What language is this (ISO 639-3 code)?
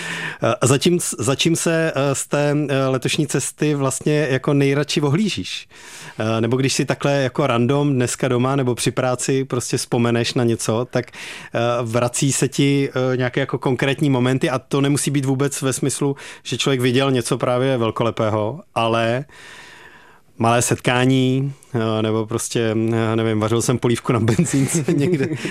ces